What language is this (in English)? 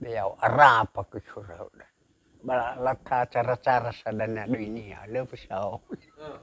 Nias